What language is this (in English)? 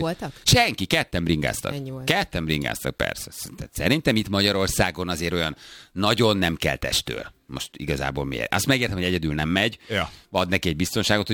Hungarian